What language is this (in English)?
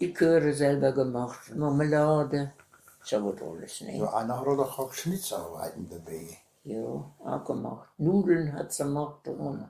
Westphalien